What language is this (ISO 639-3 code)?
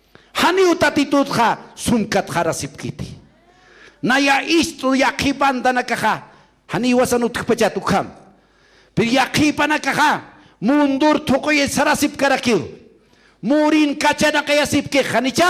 aym